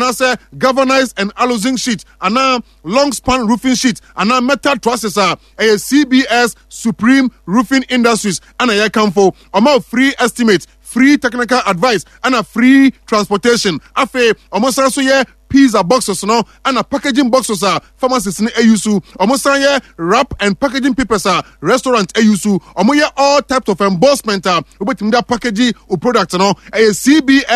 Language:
Akan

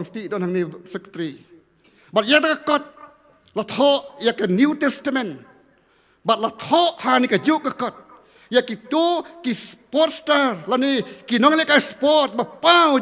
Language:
Khasi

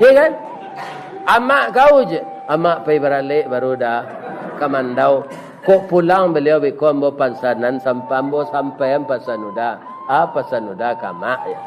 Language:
Minangkabau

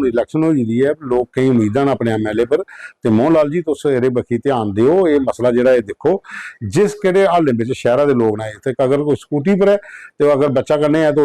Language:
Dogri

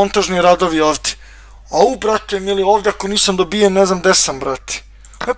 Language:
Serbian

